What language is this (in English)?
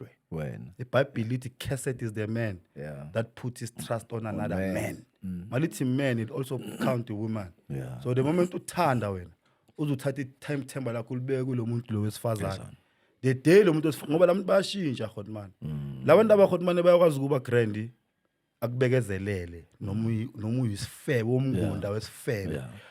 Zulu